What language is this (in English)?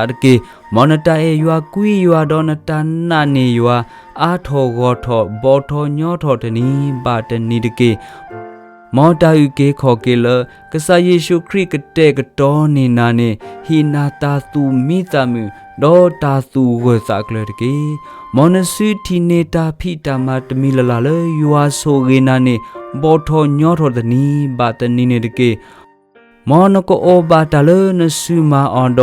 S'gaw Karen